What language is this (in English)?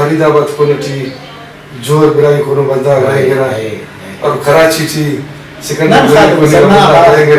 Brahui